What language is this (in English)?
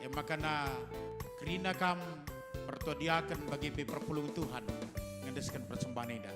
Batak Karo